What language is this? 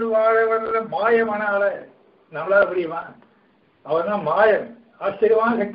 Tamil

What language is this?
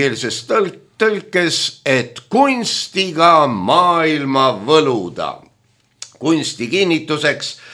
Estonian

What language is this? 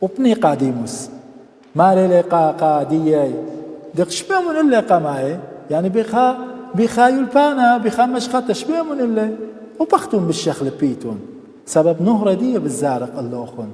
Assyrian Neo-Aramaic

